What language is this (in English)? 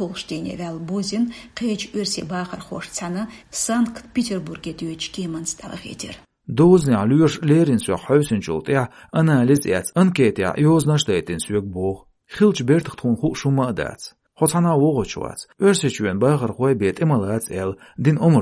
Chechen